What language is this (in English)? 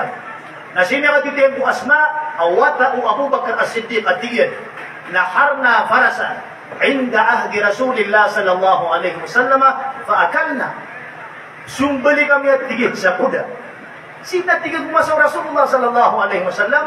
Maranao